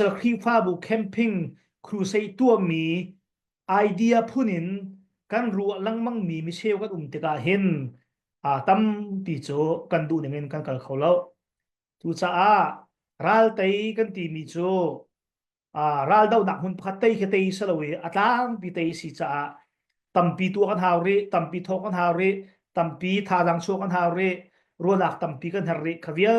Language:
Hakha Chin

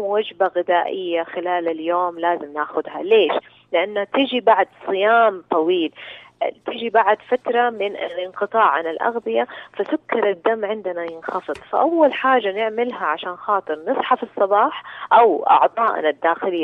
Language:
Najdi Arabic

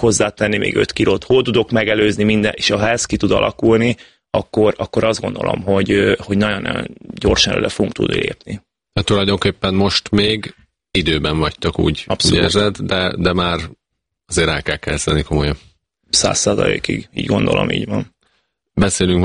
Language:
Hungarian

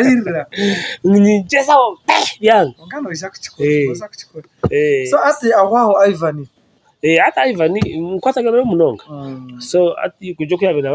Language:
Nyankole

